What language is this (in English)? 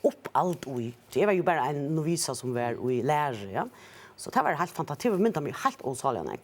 Faroese